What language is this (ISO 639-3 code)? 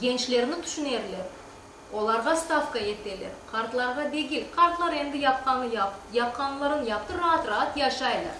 crh